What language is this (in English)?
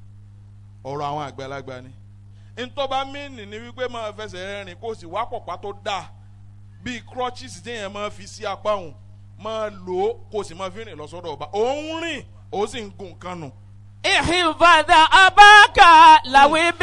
Yoruba